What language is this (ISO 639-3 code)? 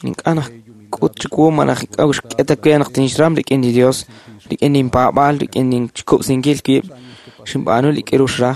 kek